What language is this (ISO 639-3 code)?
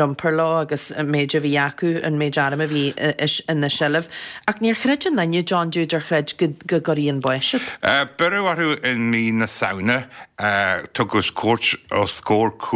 gle